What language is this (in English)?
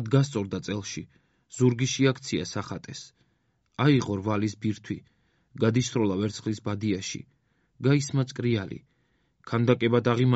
Georgian